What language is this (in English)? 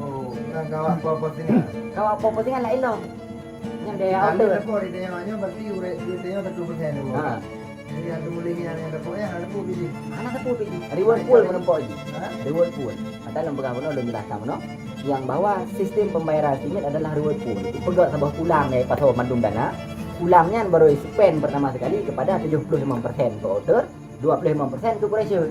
Achinese